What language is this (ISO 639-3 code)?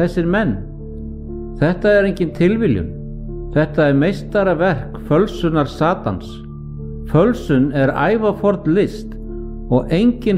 isl